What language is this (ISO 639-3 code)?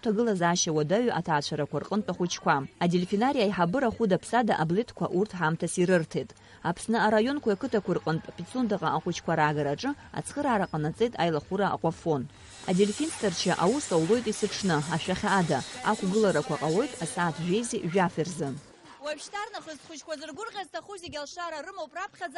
abk